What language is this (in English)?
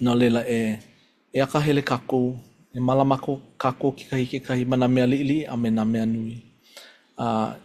Hawaiian